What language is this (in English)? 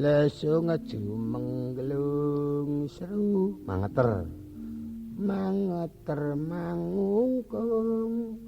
Javanese